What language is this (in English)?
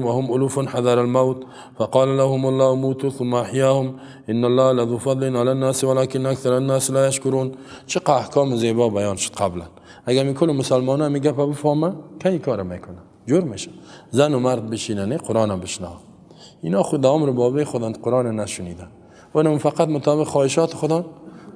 Persian